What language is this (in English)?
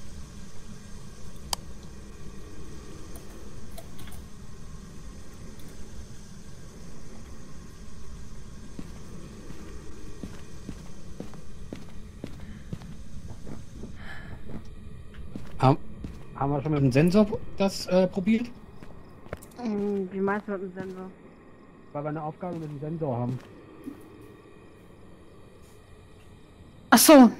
German